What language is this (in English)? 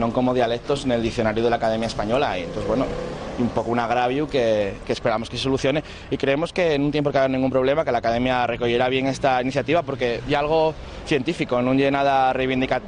Asturian